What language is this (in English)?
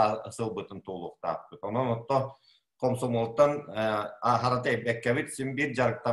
Yakut